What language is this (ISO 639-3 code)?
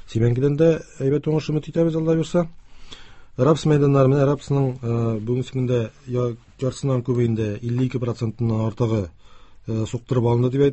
tat